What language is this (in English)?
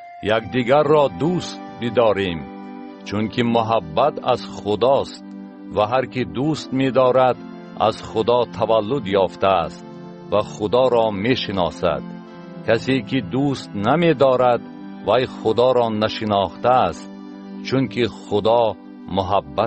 Tajik